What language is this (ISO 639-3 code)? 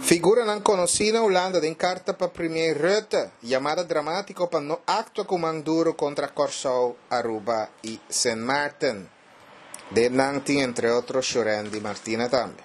pap